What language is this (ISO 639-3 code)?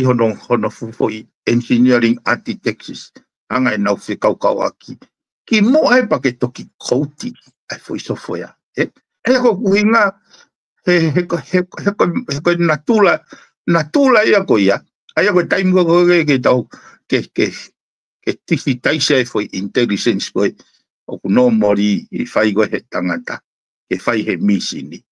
ton